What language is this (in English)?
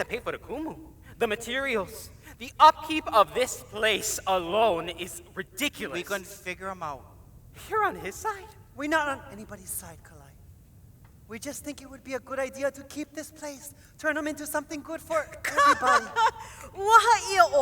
Hawaiian